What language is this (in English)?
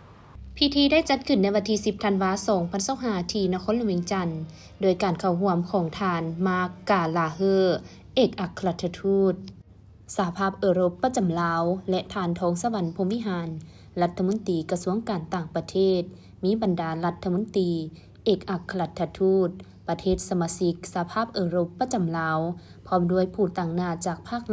Lao